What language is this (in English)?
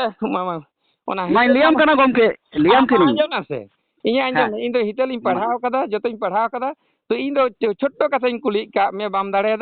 Santali